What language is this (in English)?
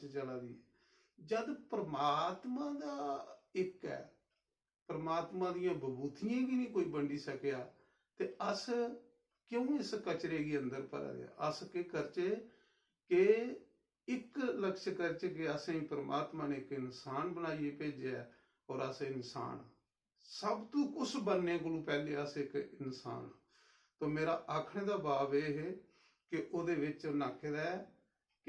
Dogri